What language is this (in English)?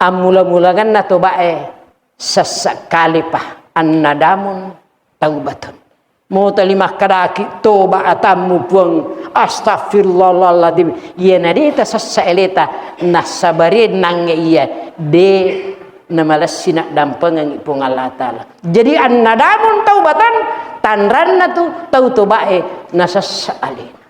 Buginese